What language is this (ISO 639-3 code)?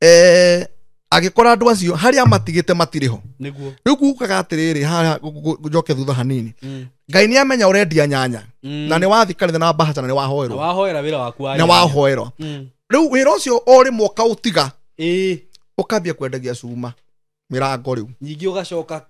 kik